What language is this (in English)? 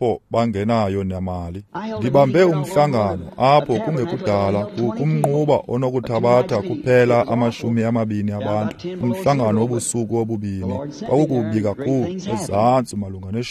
Xhosa